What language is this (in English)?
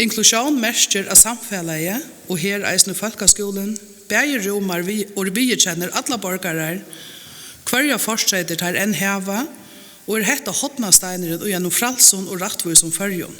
Faroese